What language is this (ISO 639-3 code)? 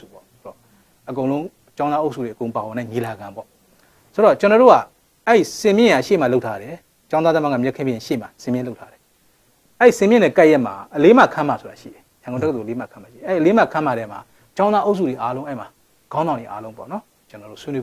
mya